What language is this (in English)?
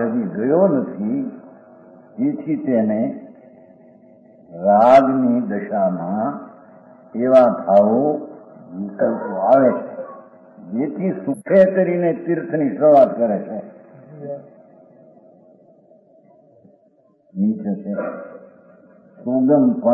Gujarati